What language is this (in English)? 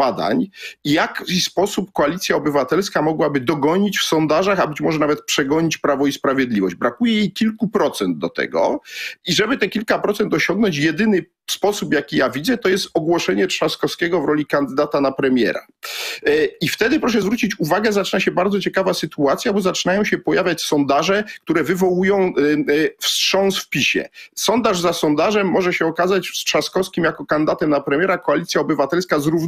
Polish